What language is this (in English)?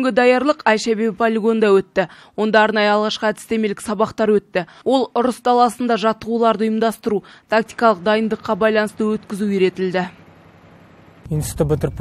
Kazakh